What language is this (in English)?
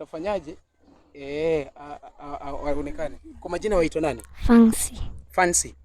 Luo (Kenya and Tanzania)